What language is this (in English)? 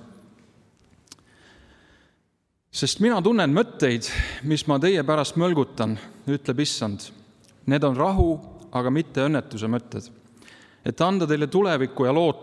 Estonian